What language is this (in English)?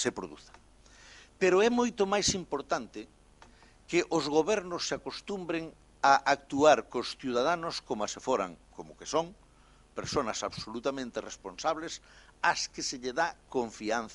Galician